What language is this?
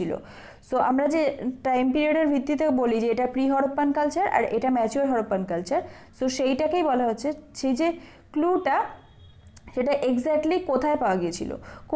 Bangla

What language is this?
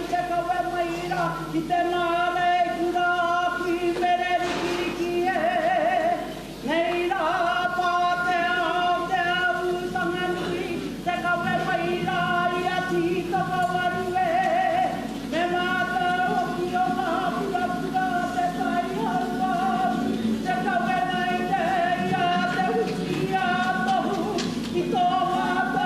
Māori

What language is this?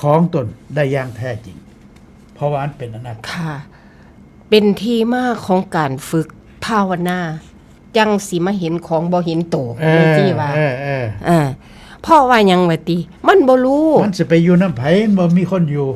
Northeastern Thai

